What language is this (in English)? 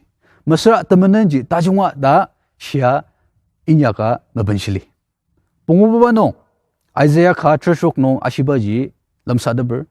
Ao Naga